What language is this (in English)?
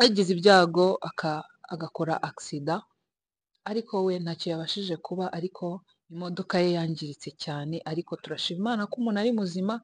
Kinyarwanda